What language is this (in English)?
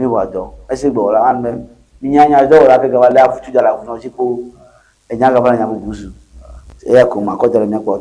Ewe